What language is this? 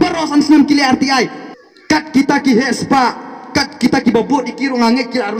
Khasi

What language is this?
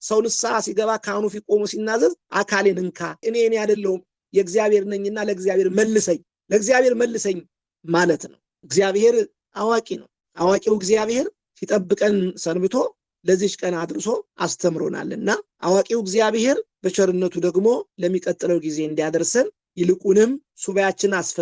Amharic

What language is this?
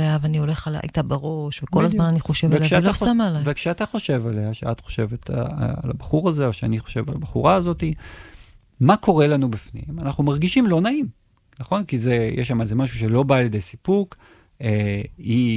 Hebrew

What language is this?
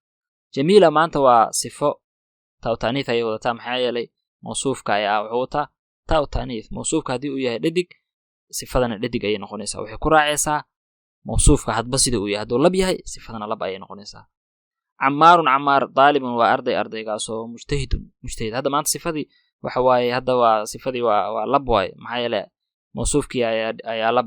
Somali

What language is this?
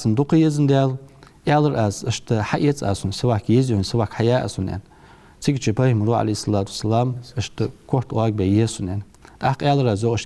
Ingush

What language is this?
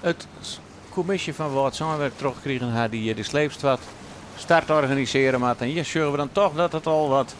Western Frisian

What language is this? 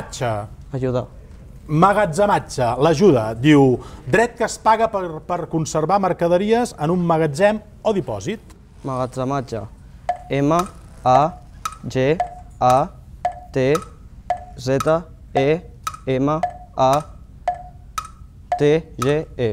Catalan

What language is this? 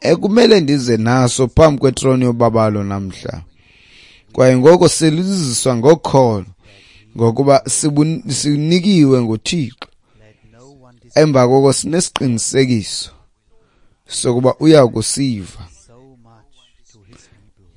Xhosa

